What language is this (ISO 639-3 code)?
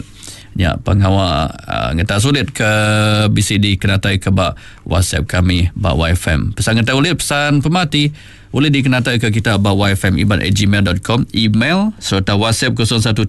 iba